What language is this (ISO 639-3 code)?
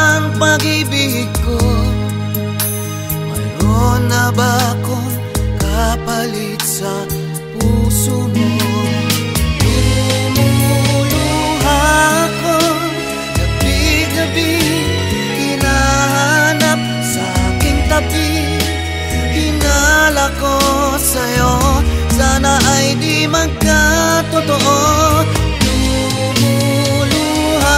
fil